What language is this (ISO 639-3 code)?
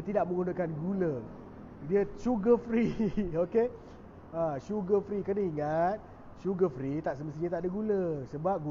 msa